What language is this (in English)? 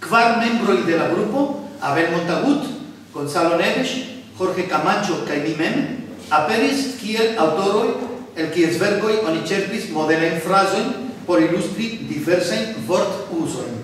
Esperanto